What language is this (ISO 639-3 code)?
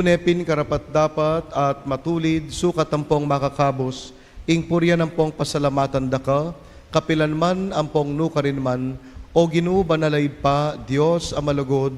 pam